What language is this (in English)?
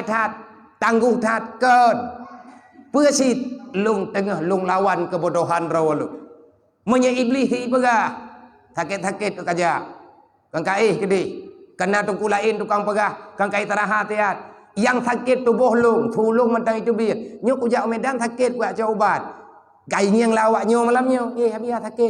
Achinese